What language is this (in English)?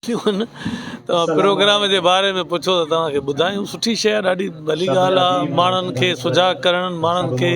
Sindhi